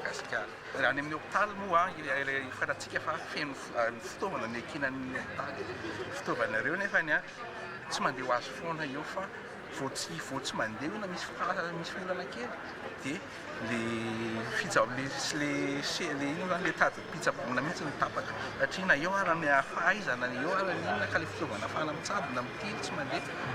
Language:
Malagasy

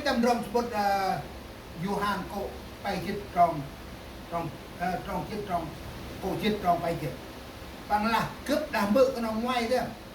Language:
Central Mnong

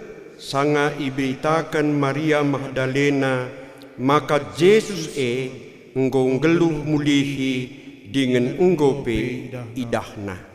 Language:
Batak Karo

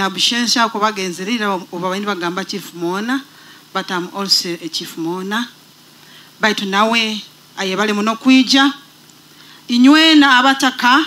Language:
Nyoro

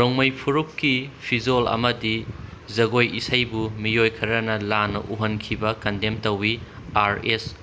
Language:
Manipuri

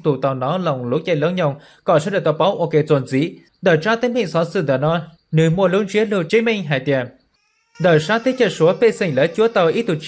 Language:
Hmong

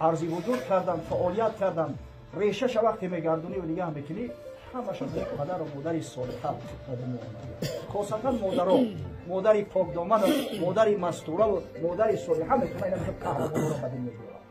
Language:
Tajik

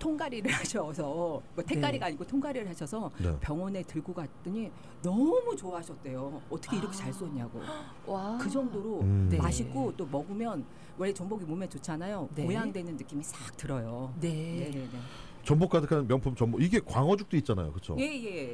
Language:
Korean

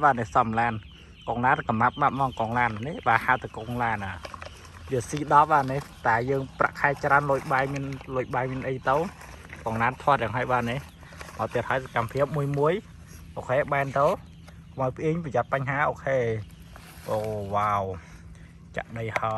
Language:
Khmer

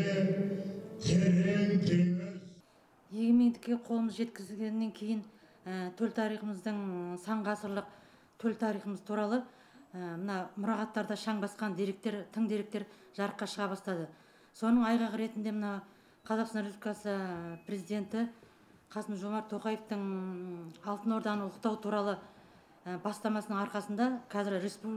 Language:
Kazakh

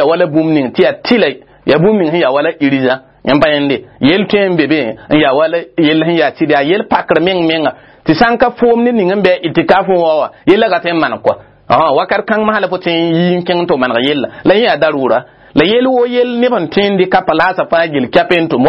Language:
Mossi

